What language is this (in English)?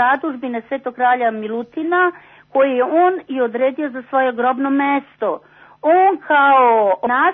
Serbian